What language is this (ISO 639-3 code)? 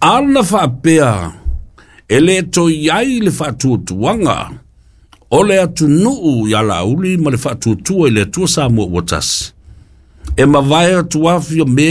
smo